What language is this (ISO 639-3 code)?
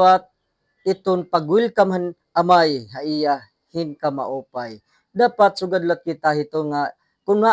war